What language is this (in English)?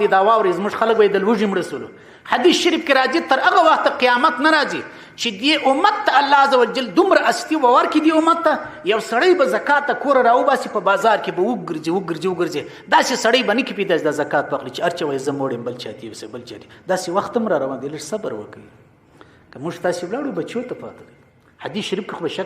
Pashto